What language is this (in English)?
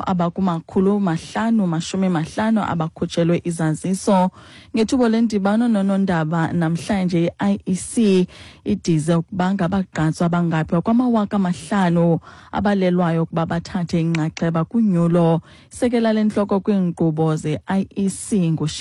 Xhosa